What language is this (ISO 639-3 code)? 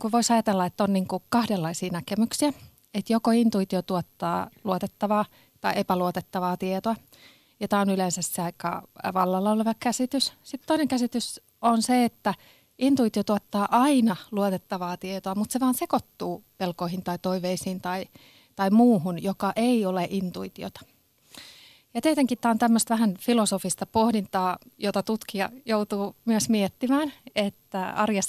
fin